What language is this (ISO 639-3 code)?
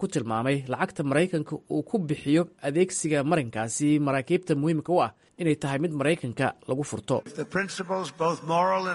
som